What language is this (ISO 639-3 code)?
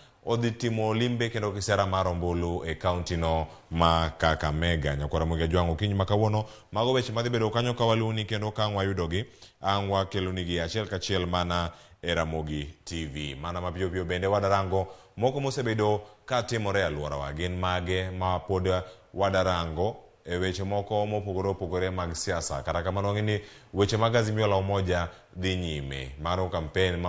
luo